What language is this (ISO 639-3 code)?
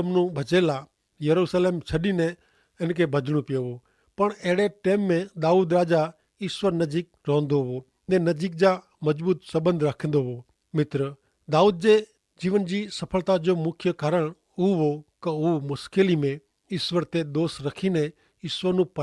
kfr